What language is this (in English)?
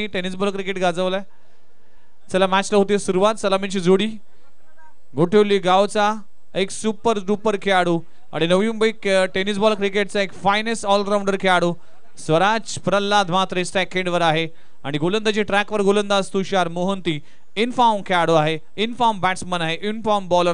Marathi